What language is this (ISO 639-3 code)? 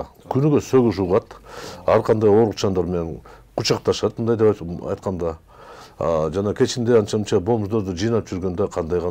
kir